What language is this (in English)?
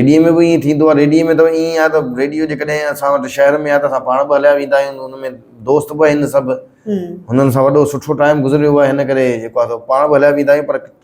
Sindhi